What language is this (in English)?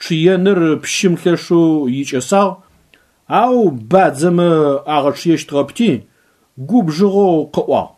Adyghe